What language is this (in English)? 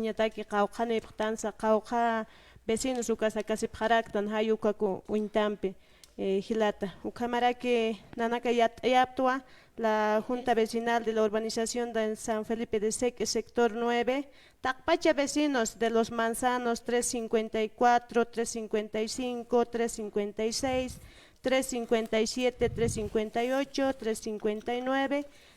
Aymara